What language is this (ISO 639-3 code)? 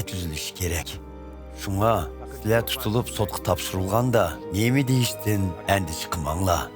uig